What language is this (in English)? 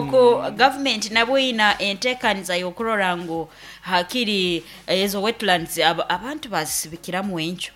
Nyoro